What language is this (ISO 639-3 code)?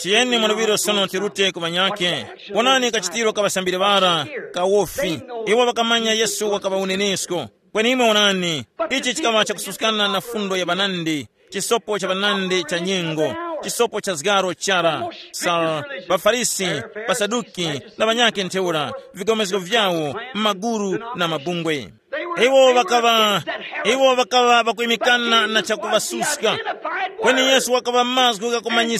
tum